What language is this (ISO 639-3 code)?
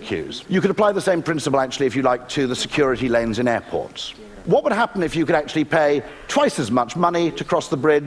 eng